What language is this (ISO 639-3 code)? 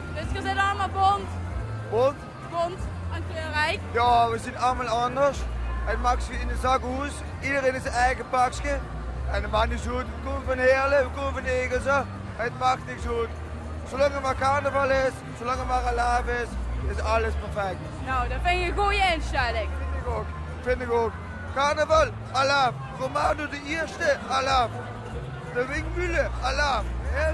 lim